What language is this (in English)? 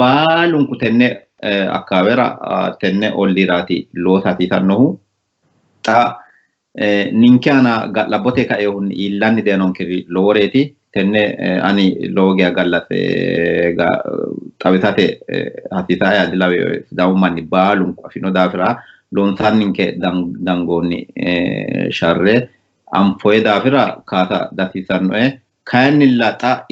Sidamo